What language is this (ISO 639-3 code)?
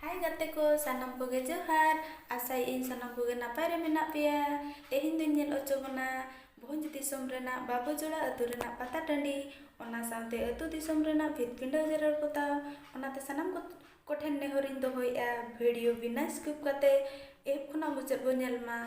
sat